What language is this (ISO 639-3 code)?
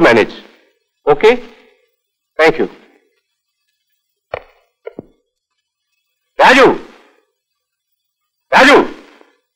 mal